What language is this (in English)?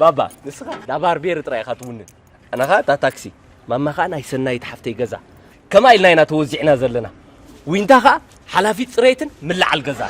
Tigrinya